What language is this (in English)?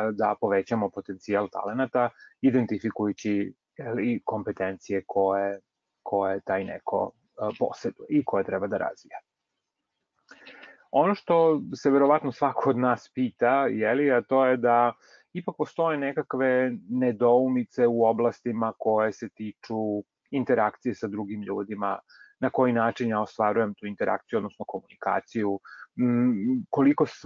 Serbian